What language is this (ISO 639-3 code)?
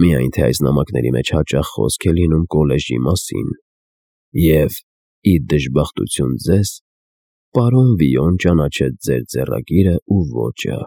hye